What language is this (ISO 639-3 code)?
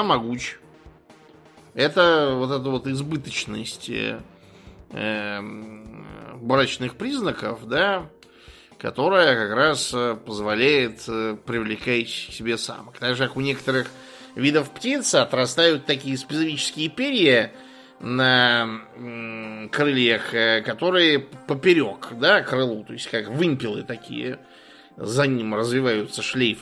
rus